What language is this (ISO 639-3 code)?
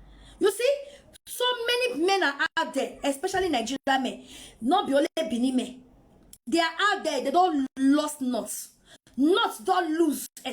pcm